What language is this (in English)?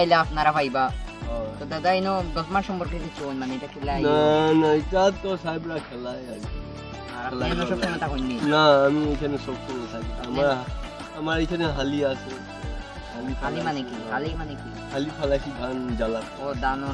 Sylheti